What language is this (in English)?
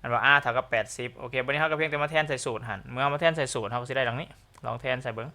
Lao